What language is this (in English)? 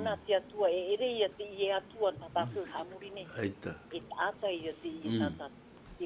Tahitian